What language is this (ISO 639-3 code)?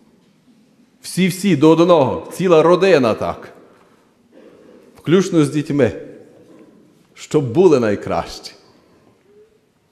ukr